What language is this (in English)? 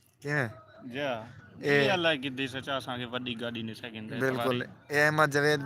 Saraiki